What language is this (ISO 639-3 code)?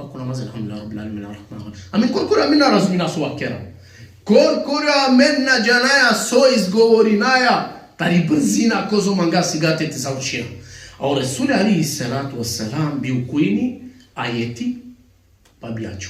rmn